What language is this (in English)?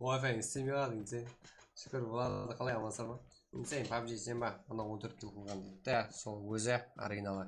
Kara-Kalpak